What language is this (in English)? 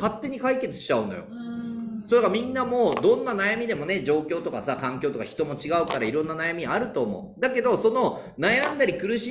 Japanese